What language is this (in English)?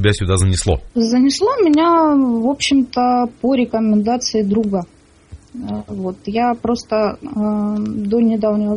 Russian